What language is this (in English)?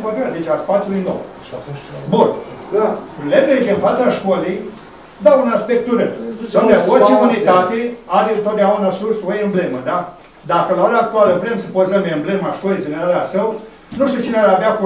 Romanian